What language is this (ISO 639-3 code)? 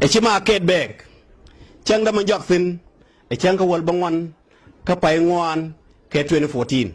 nus